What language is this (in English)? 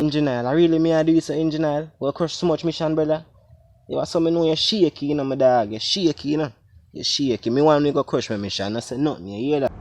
Jamaican Creole English